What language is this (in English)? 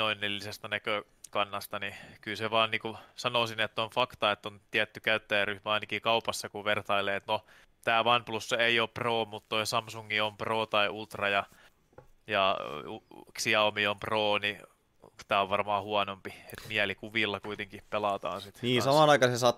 Finnish